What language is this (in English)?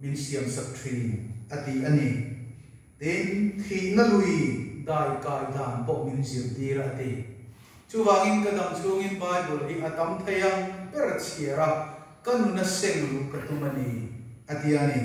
Mizo